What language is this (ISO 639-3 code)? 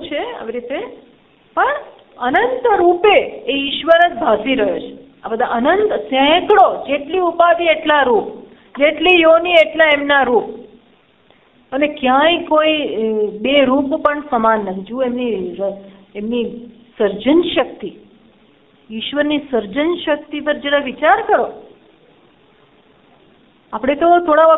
guj